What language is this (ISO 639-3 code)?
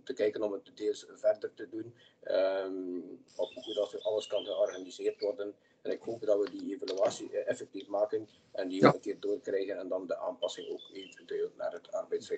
nld